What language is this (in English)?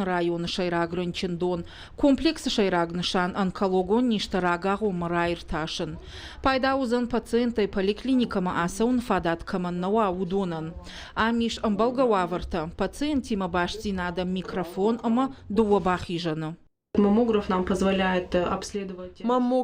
Ossetic